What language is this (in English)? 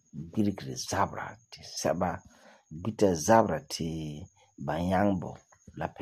Frafra